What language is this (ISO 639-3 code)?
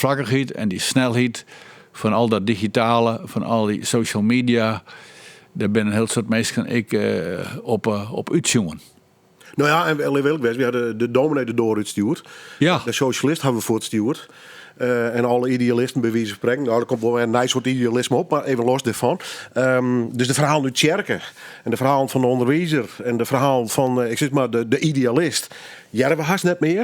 fry